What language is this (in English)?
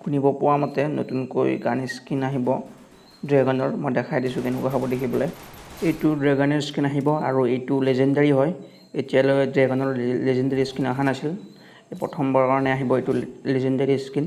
Assamese